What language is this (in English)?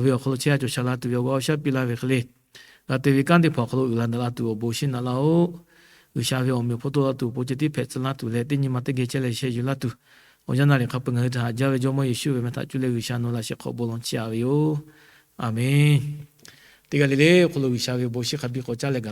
Lahu